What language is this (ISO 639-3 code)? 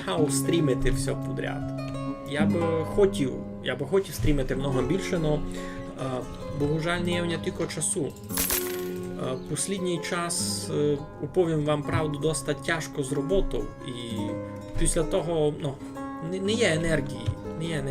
rue